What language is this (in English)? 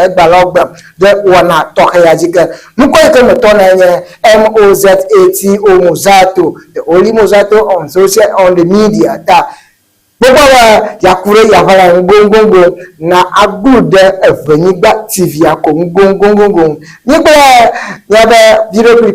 Ewe